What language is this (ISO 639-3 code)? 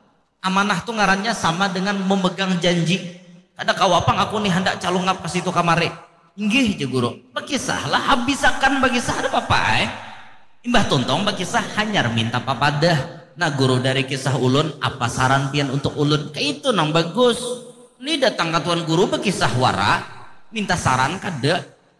bjn